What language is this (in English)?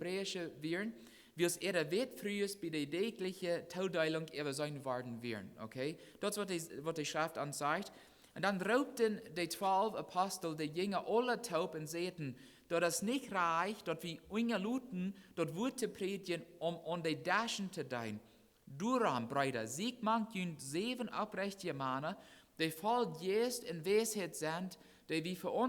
Plautdietsch